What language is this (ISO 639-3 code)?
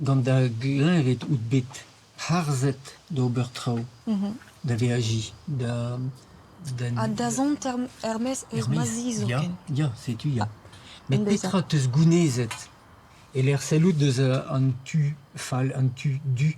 bre